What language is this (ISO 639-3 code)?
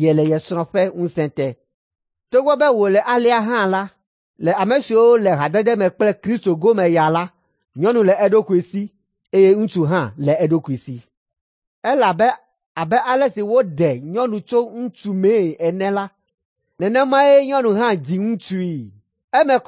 ewe